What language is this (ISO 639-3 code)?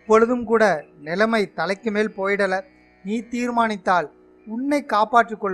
tam